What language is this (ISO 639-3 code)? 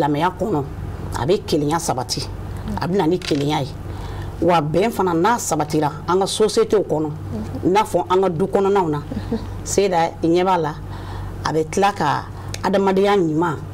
bam